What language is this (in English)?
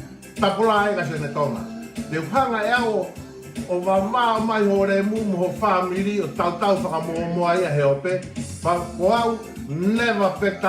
Tongan